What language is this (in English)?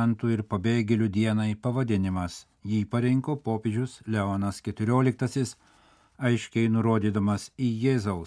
Lithuanian